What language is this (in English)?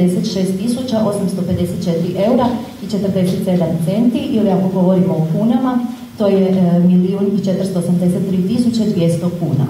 Croatian